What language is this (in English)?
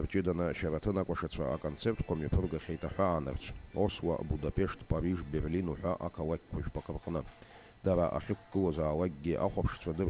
Abkhazian